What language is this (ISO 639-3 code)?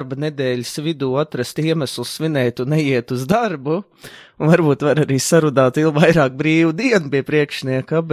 lav